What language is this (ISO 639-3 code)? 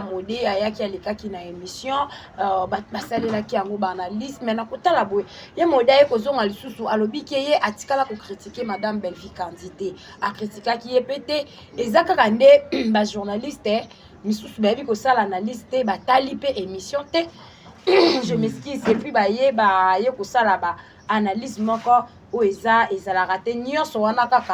lin